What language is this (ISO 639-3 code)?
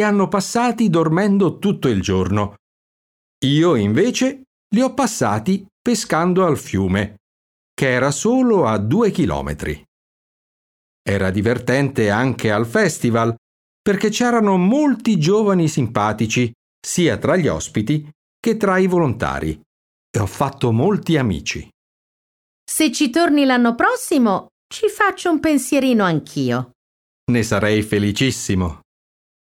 ita